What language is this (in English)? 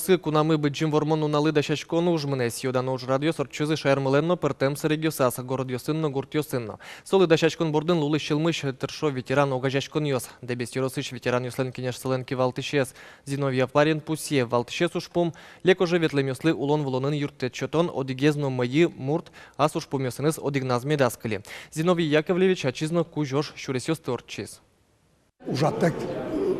Udmurt